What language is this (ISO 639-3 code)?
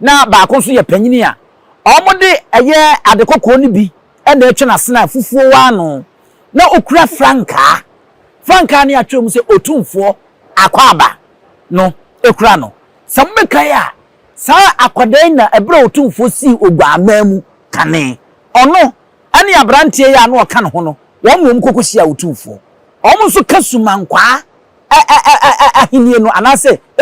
aka